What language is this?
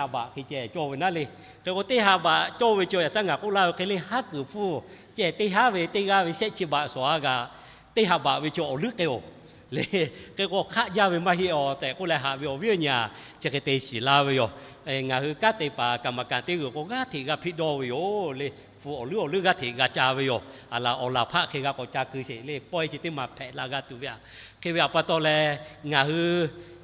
Lahu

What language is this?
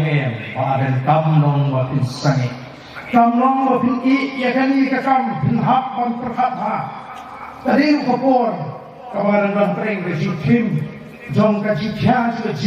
Khasi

